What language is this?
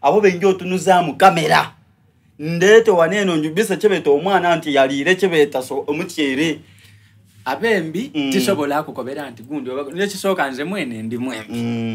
Soga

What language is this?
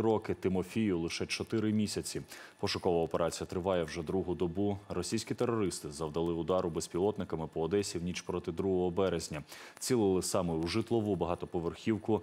Ukrainian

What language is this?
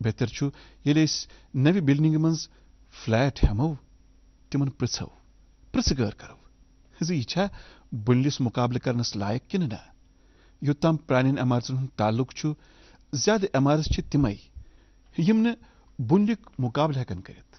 Kashmiri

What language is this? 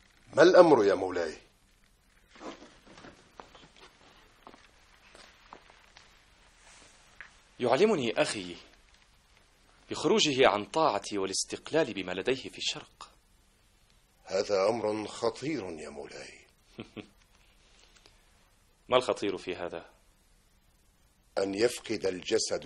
Arabic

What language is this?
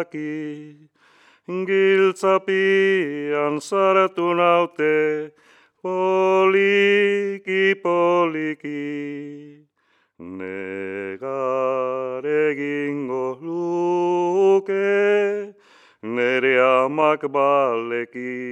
Basque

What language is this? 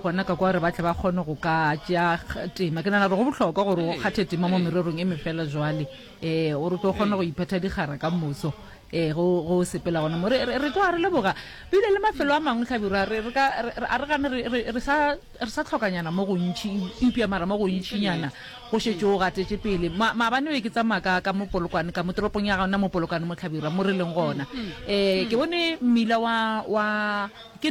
Northern Sotho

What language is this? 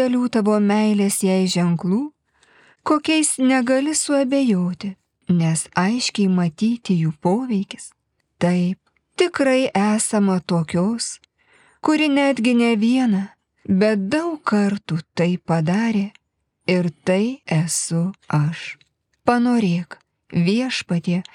Lithuanian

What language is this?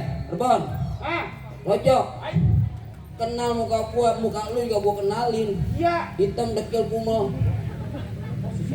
Betawi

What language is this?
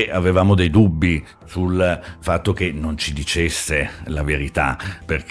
Italian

